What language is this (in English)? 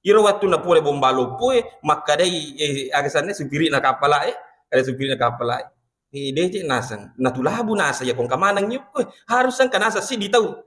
Buginese